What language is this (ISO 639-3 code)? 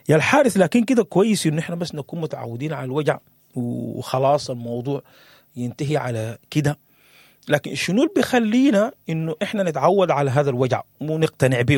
apd